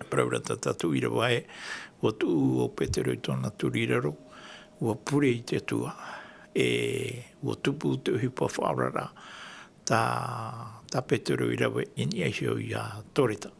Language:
Tahitian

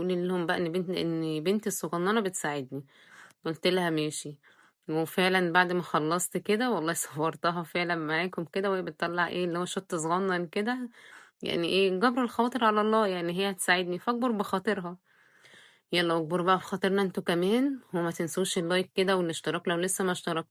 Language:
Egyptian Arabic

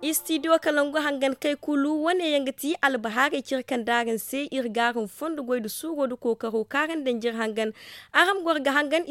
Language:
Zarma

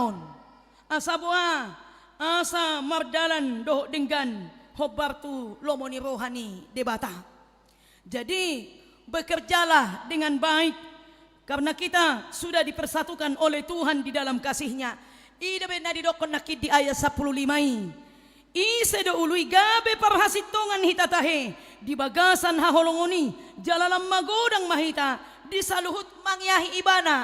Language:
Batak Toba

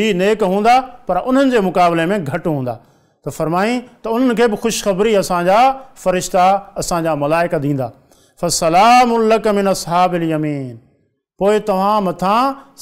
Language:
Sindhi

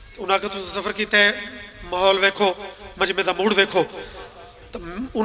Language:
Pahari-Potwari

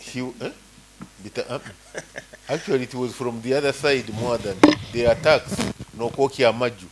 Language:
Nyoro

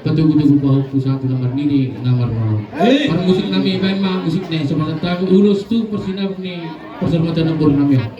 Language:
Batak Toba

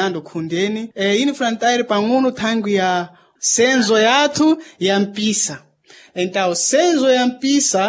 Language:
Sena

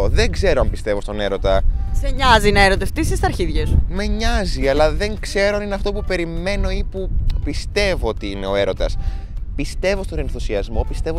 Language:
Greek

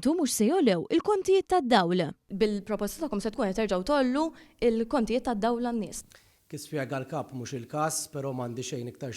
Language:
Maltese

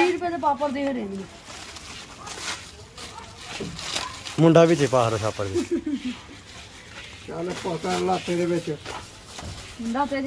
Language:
Punjabi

